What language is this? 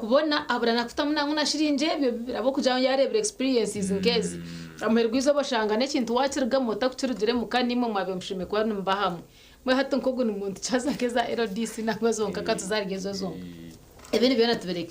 Nyankole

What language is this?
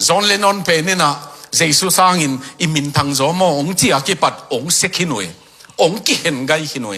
Tedim Chin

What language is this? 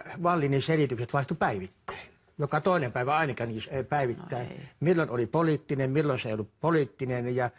Finnish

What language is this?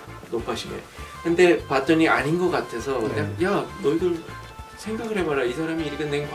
Korean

